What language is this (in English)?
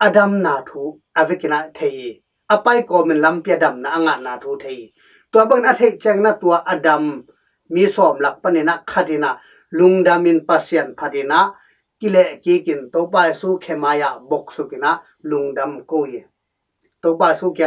Tedim Chin